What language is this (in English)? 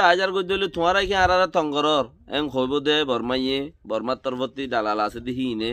Rohingya